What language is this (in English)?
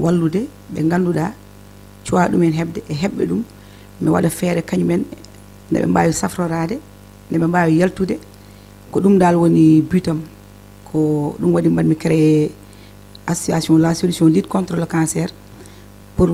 Fula